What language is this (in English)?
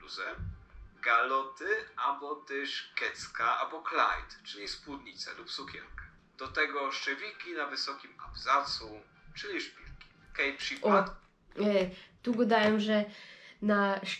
Silesian